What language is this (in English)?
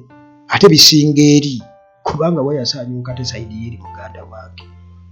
Ganda